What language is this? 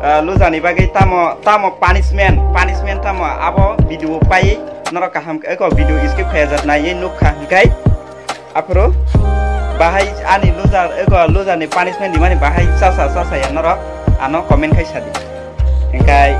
Kok Borok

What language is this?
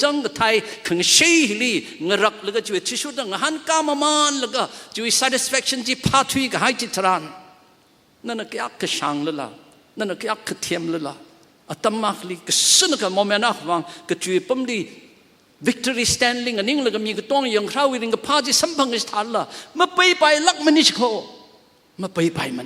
Tangkhul Naga (India)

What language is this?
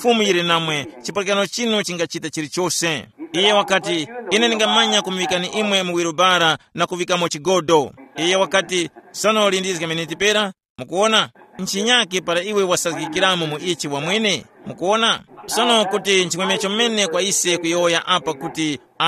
Tumbuka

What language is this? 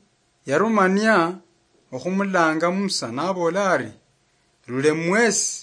Luyia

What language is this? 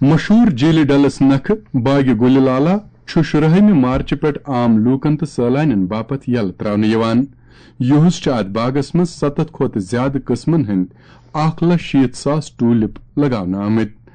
Kashmiri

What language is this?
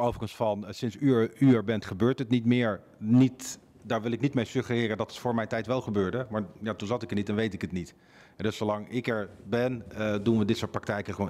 Dutch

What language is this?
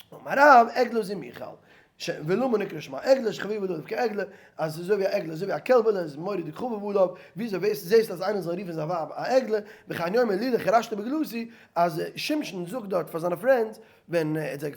Yiddish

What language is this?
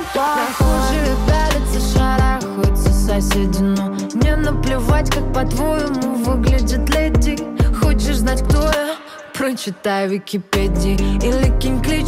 Russian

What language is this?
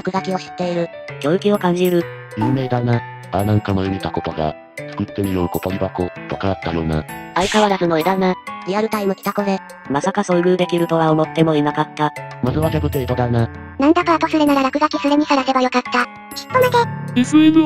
Japanese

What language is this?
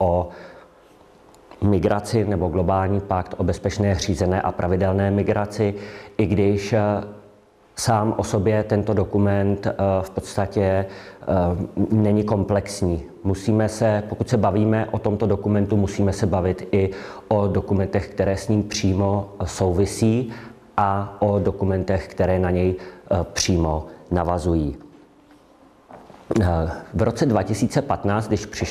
Czech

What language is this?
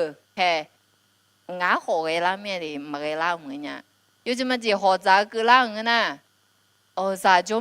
Akha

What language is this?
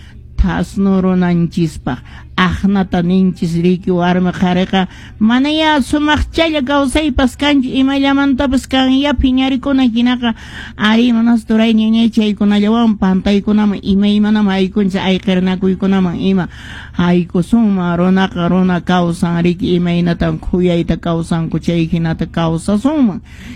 Quechua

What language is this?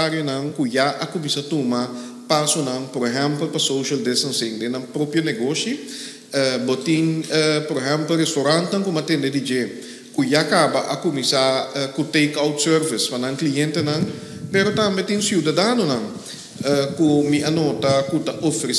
Papiamento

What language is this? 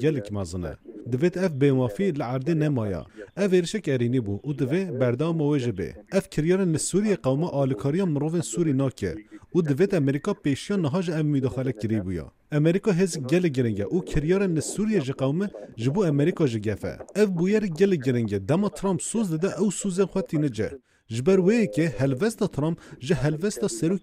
Kurdish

